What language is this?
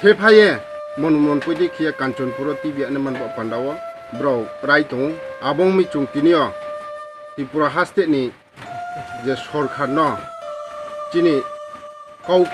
Riang (India)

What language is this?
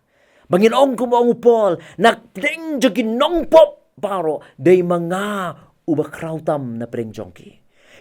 Khasi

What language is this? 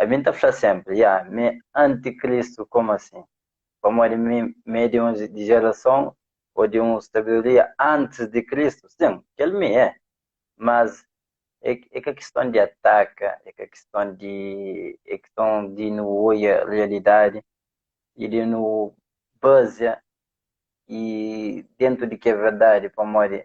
Kabuverdianu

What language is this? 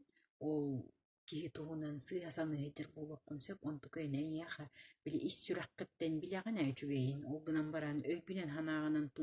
Yakut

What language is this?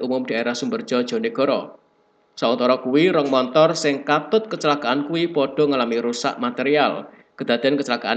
Javanese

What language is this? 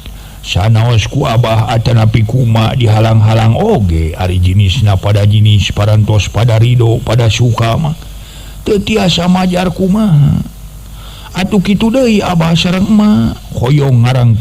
Sundanese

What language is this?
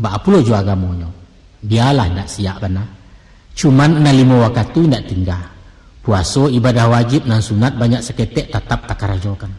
Minangkabau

